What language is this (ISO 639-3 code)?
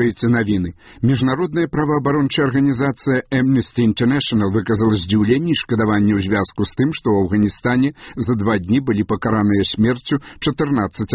bel